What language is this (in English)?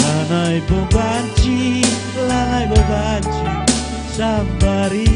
Batak Karo